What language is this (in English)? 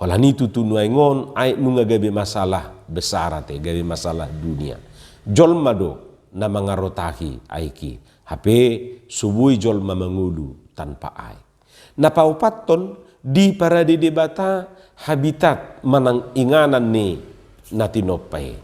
Batak Toba